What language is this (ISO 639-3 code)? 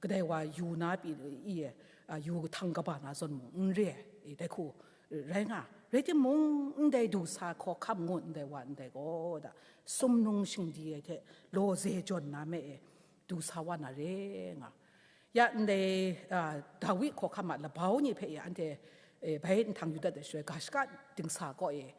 kac